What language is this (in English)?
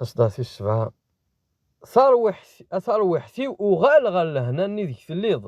Kabyle